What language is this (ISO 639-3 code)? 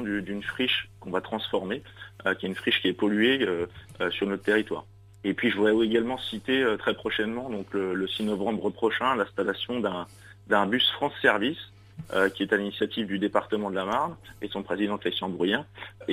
fra